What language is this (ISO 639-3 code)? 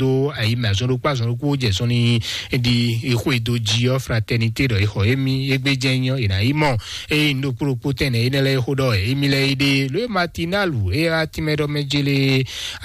fon